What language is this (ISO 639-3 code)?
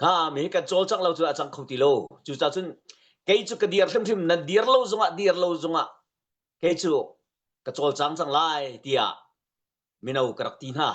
cnh